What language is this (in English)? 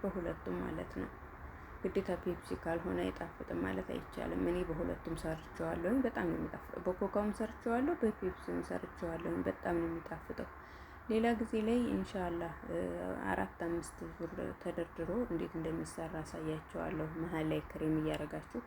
Amharic